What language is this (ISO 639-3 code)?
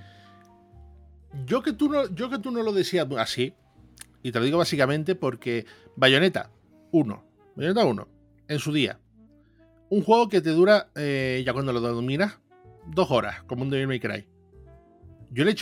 spa